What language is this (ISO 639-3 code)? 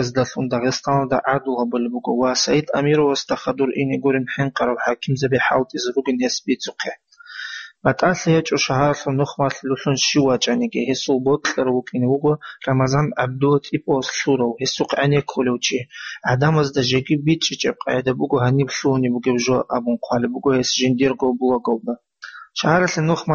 ava